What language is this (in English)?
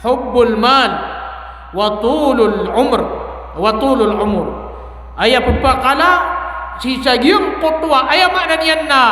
Maranao